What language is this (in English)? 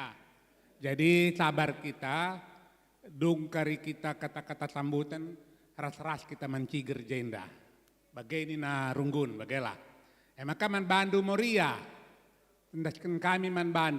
Batak Karo